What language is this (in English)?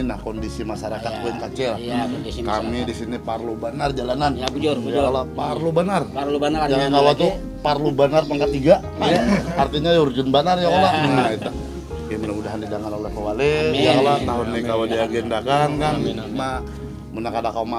Banjar